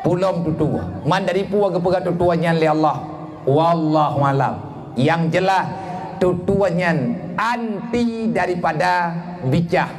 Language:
Achinese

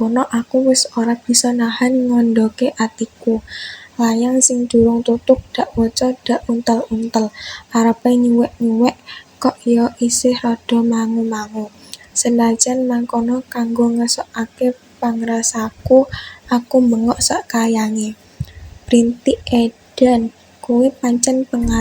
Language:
Javanese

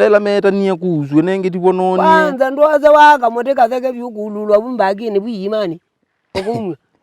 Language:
Kamba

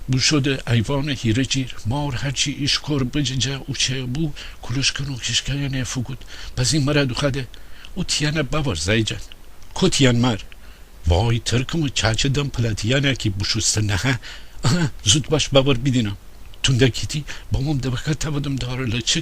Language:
Gilaki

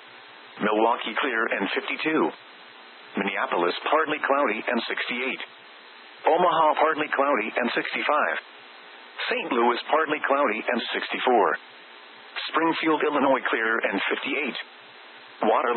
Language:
English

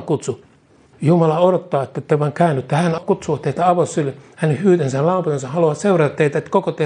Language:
Finnish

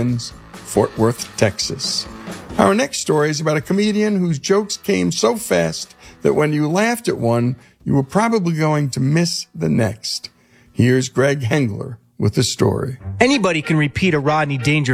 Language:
English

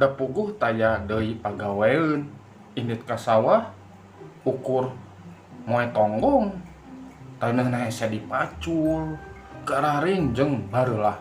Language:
Sundanese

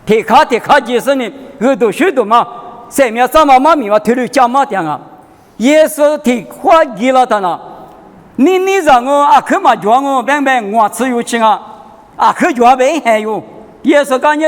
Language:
Lisu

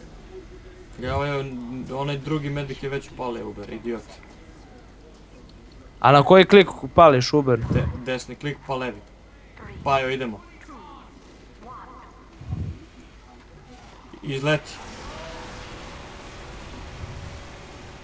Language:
Serbian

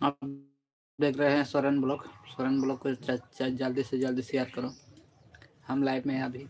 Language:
Santali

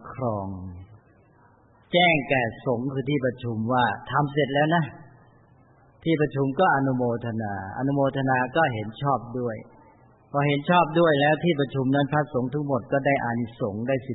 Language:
Thai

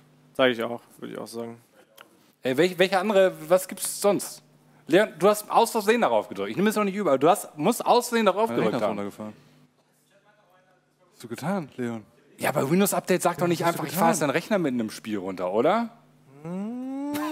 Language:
German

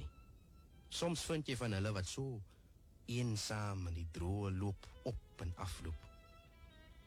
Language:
Afrikaans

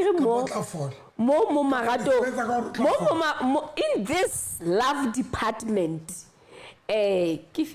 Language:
Southern Sotho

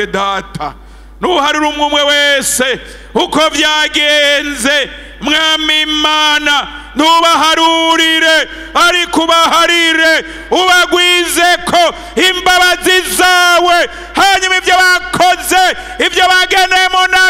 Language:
Rundi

